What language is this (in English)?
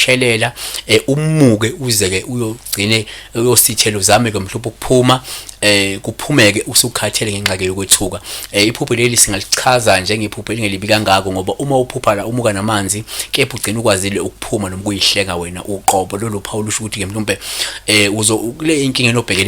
Zulu